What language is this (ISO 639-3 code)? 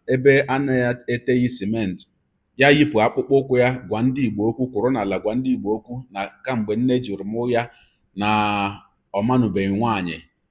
ibo